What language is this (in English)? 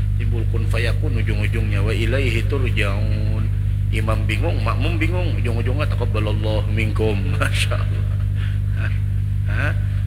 Banjar